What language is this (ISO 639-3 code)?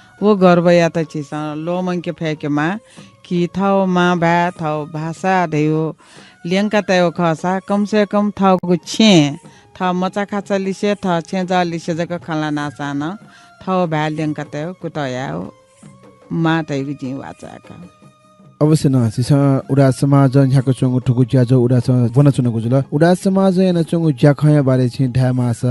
new